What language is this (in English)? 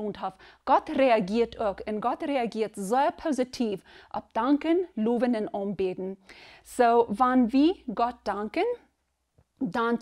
Plautdietsch